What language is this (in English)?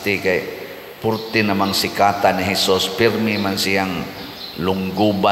Cebuano